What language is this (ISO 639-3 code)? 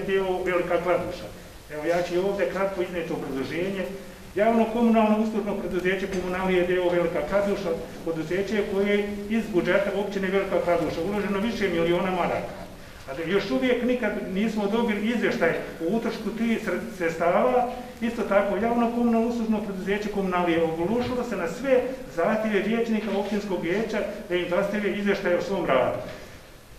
bos